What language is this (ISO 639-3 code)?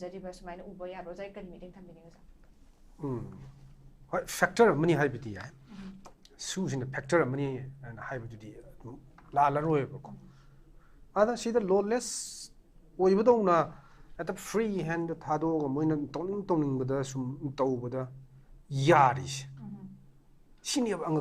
mni